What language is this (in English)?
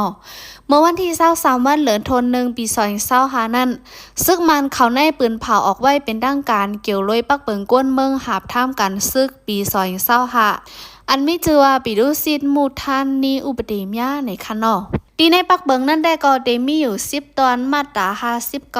Shan